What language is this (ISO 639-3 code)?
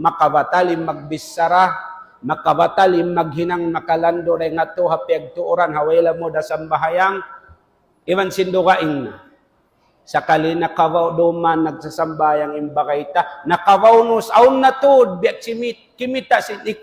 tsg